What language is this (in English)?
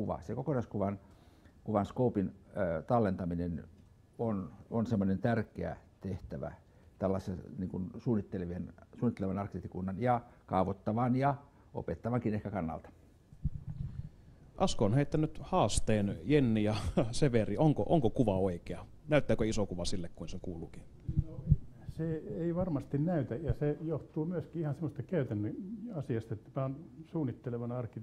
Finnish